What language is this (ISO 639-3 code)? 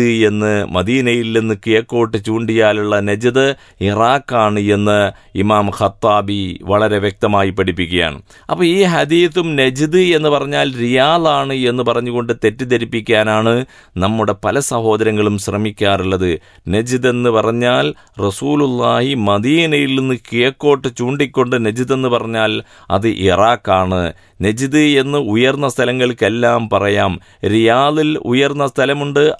mal